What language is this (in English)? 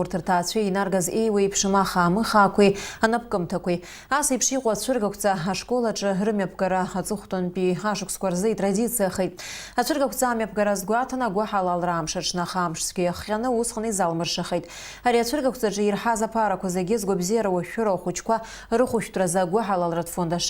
Abkhazian